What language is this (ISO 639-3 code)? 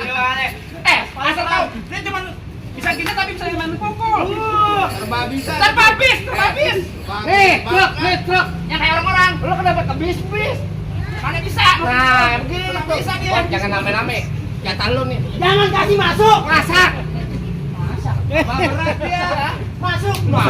bew